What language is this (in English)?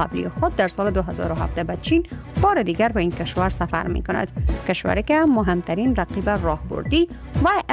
Persian